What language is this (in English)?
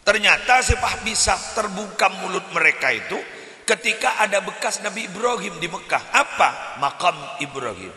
Madurese